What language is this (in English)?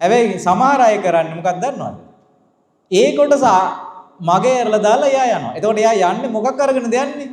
Sinhala